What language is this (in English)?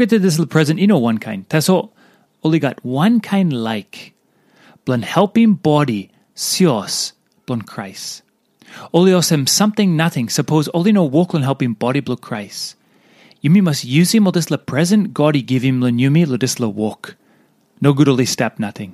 Tok Pisin